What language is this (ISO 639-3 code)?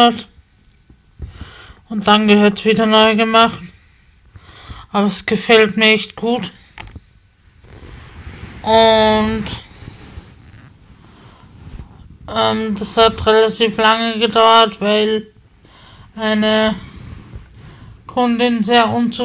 deu